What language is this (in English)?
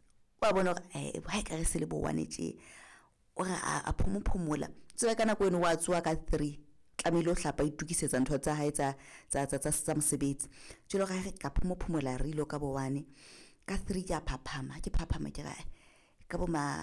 Southern Sotho